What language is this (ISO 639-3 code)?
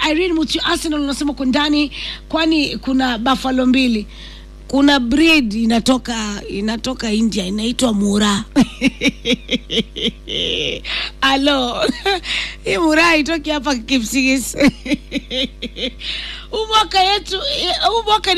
swa